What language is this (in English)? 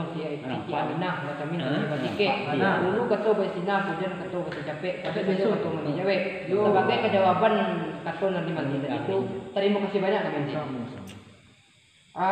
Minangkabau